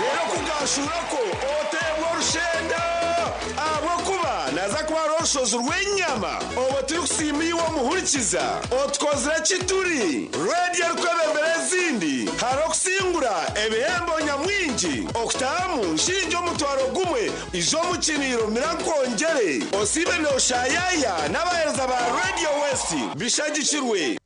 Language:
Nyankole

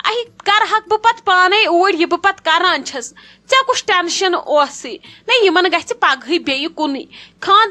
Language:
Kashmiri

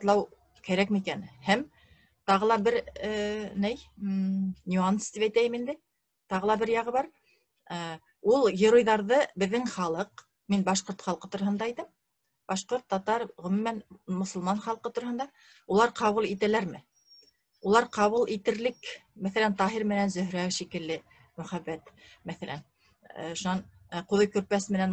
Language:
Bashkir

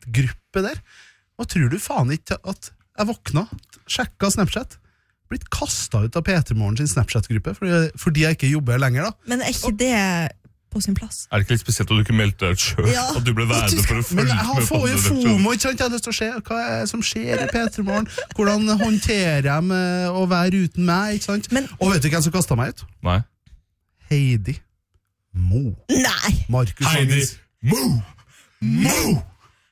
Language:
Norwegian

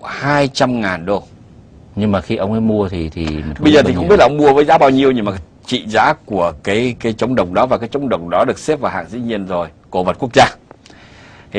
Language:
Vietnamese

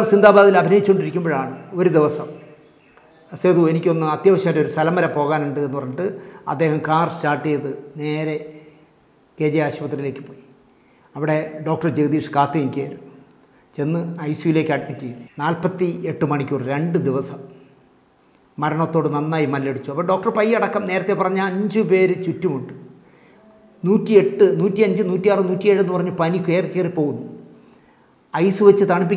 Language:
Malayalam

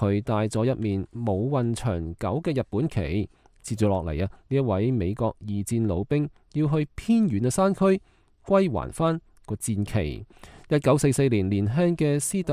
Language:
Cantonese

